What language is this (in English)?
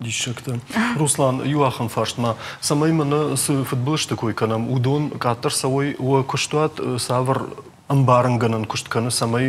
Ossetic